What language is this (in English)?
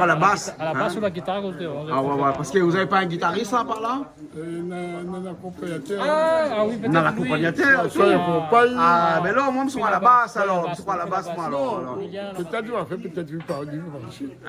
Réunion Creole French